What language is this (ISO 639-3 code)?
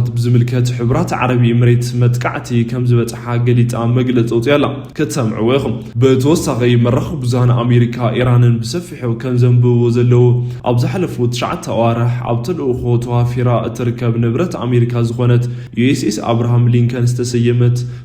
tir